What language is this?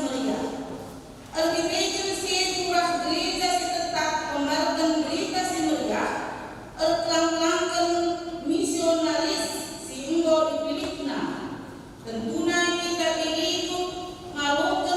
Batak Karo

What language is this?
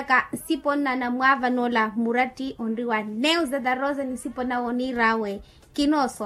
Makhuwa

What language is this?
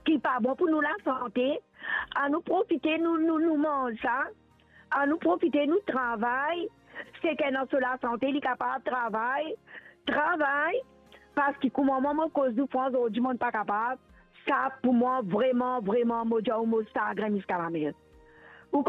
Morisyen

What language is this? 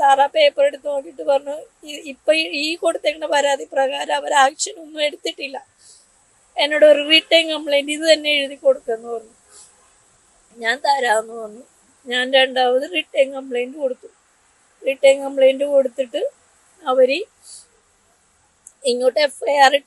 Malayalam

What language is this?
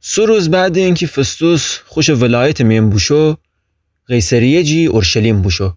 Gilaki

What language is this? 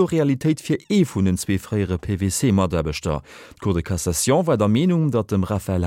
Luxembourgish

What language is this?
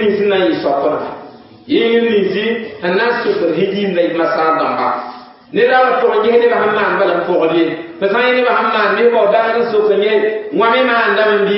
Mossi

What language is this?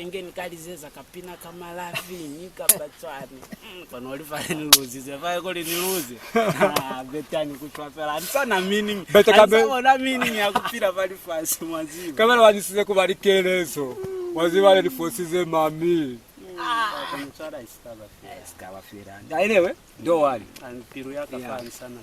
Lozi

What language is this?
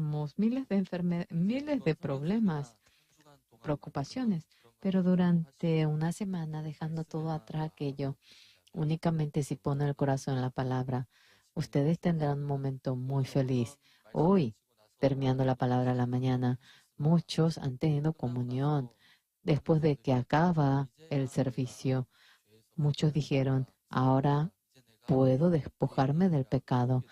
Aymara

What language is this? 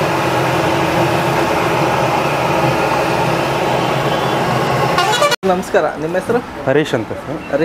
Kannada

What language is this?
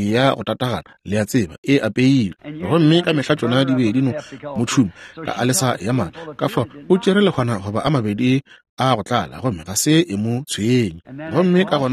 Northern Sotho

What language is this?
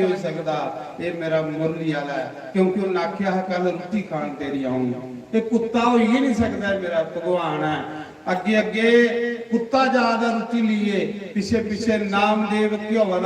Dogri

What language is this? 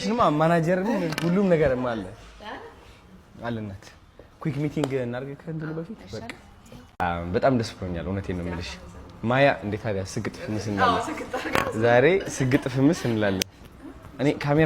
Amharic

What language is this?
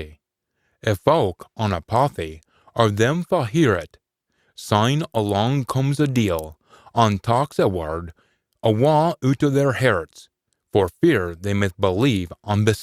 Scots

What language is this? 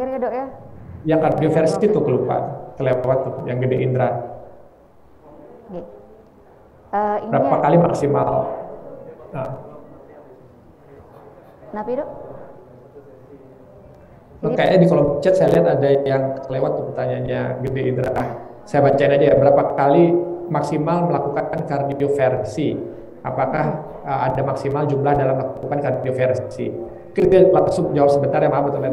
Indonesian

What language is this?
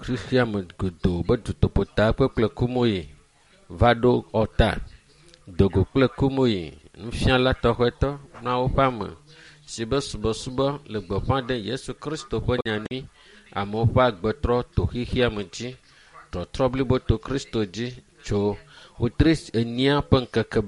Ewe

